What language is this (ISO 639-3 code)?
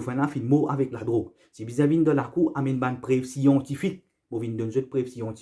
mfe